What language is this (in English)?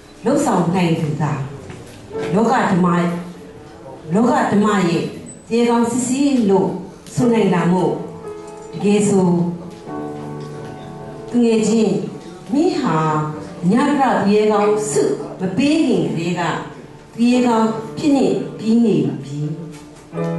Burmese